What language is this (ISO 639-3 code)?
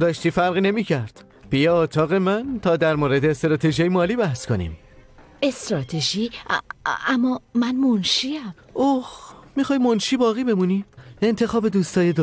fas